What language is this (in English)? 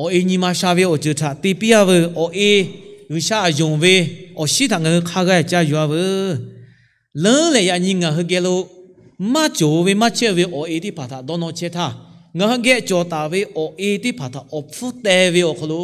Lahu